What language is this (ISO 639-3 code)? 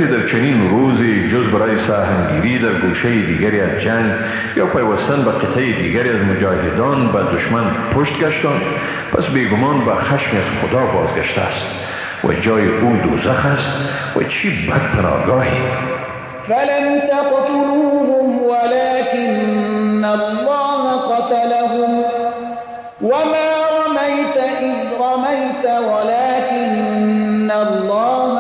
fas